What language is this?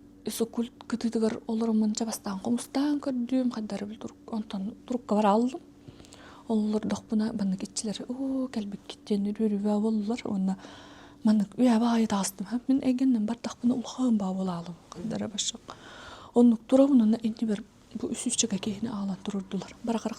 Yakut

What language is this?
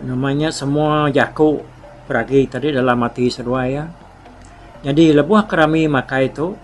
Iban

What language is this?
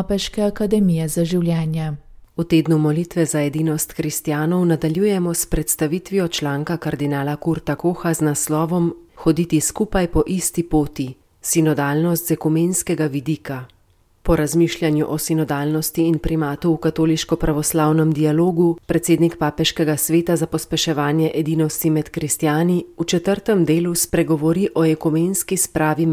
Slovenian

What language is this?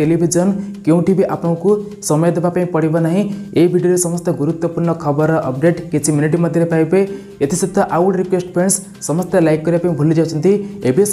Odia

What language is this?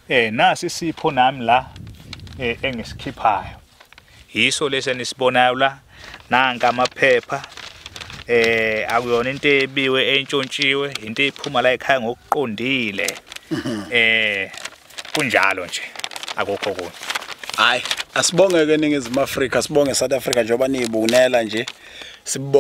Zulu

